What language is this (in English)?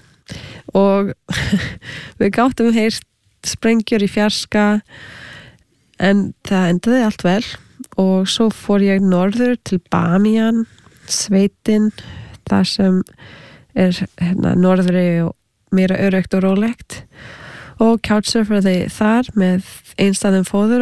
Icelandic